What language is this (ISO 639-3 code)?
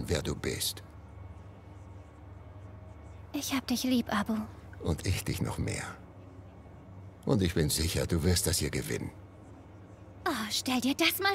deu